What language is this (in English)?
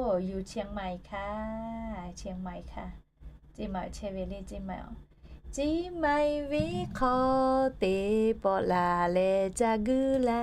Lahu